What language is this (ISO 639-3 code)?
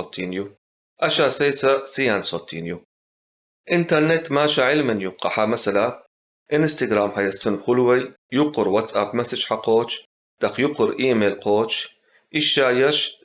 che